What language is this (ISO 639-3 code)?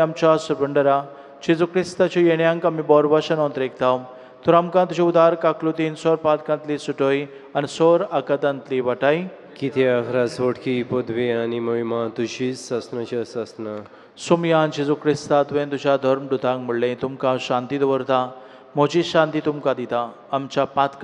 kok